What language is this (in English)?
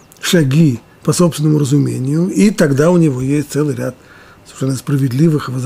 Russian